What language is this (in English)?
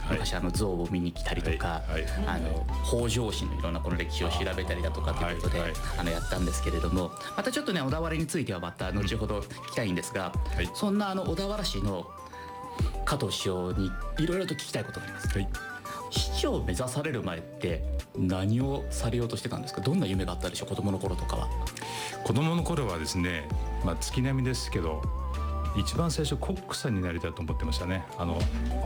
Japanese